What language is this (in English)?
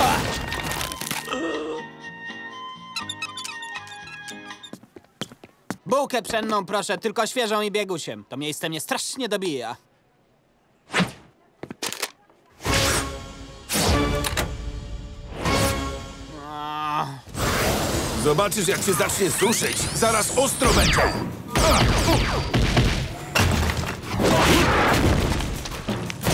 Polish